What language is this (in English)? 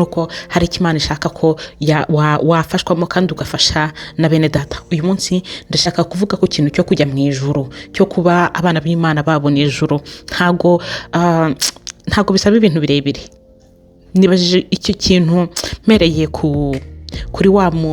Kinyarwanda